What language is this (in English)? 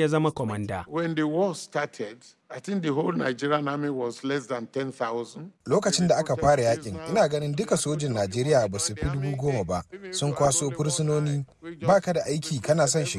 Hausa